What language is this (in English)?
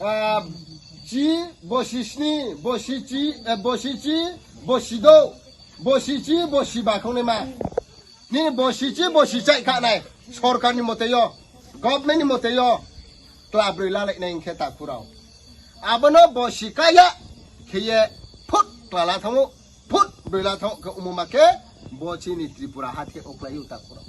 Riang (India)